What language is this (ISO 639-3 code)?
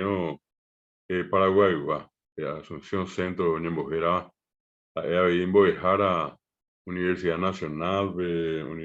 grn